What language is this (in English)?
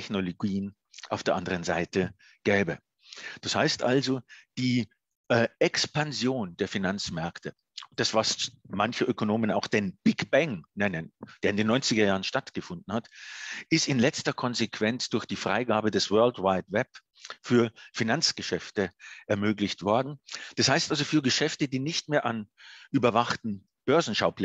German